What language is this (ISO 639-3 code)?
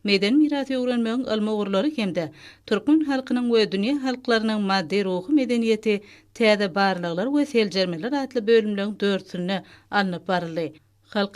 tuk